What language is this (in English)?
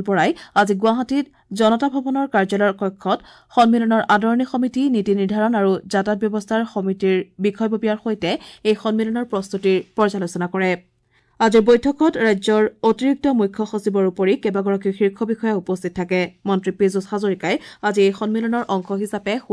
Assamese